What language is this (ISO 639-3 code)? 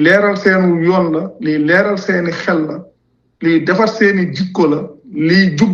wol